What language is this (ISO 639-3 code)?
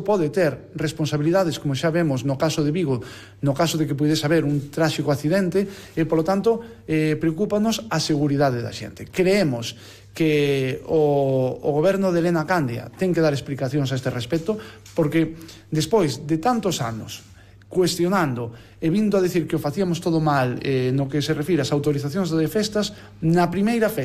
glg